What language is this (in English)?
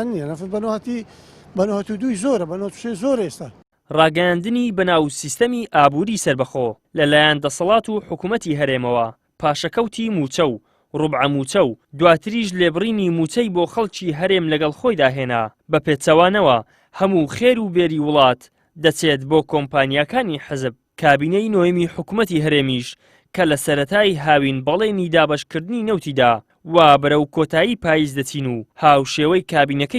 Central Kurdish